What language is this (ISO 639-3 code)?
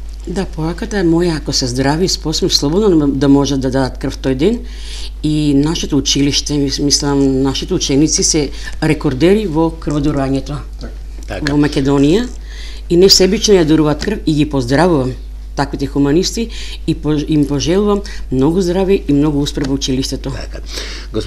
mkd